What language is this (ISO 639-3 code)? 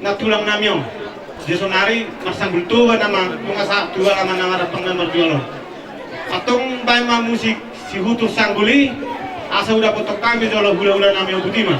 bbc